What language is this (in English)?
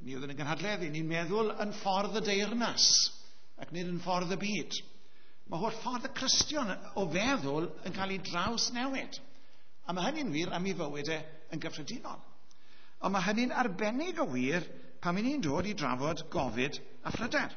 Welsh